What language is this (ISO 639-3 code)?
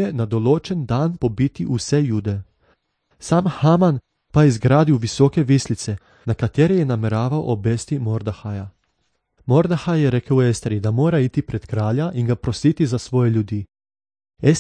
slv